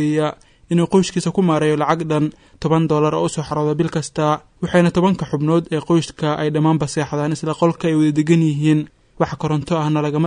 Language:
Somali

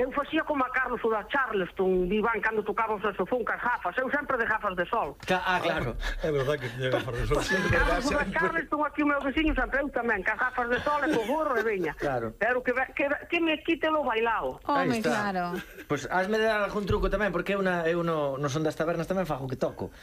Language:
Galician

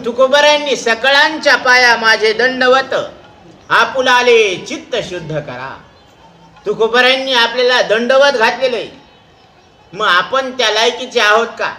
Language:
Marathi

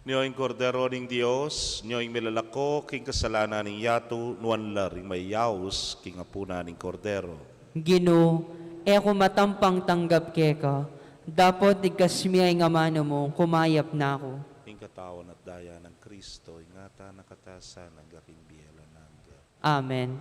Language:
Pampanga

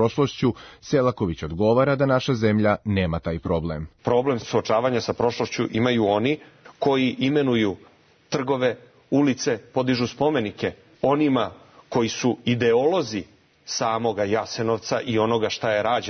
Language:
Serbian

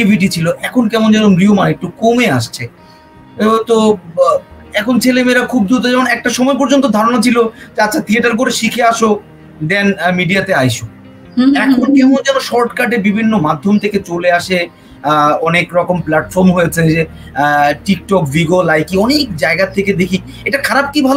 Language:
Bangla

